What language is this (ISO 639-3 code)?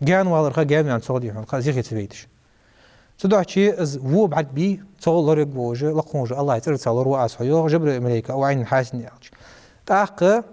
inh